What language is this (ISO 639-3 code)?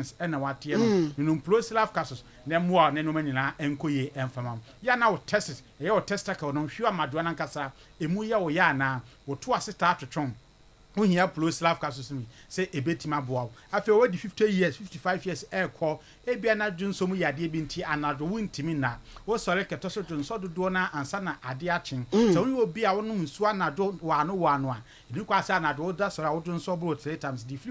aka